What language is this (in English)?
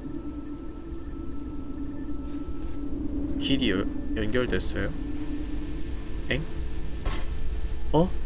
Korean